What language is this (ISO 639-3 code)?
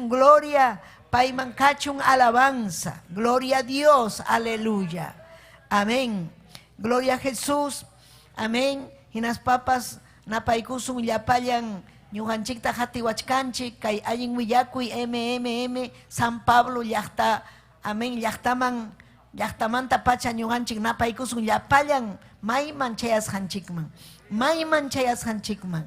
quy